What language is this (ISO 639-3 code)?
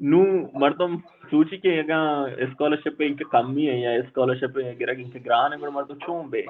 bal